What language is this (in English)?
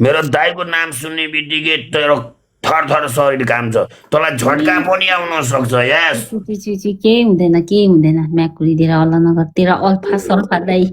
Nepali